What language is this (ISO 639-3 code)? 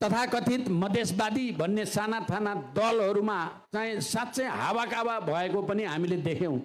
nep